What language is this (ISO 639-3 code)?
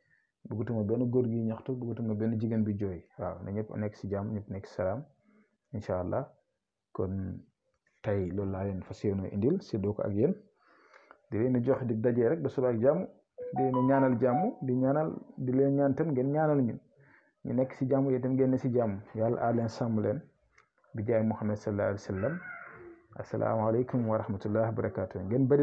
wol